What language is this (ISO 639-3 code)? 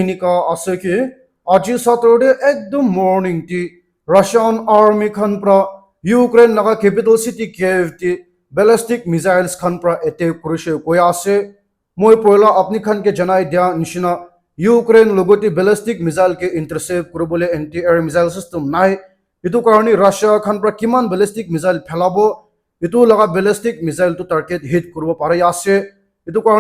nag